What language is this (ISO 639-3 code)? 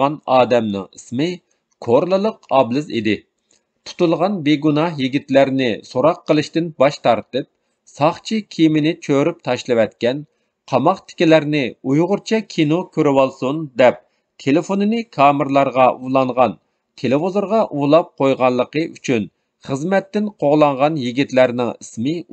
uig